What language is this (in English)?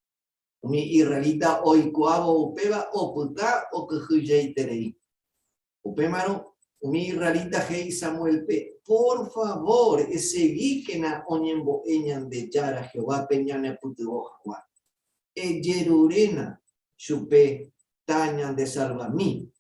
Guarani